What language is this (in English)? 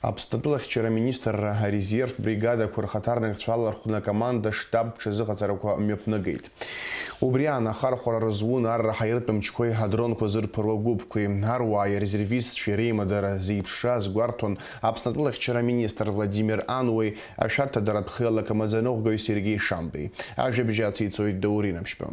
Abkhazian